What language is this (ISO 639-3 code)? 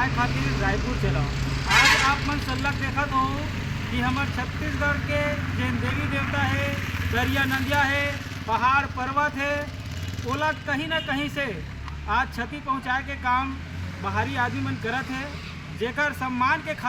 hne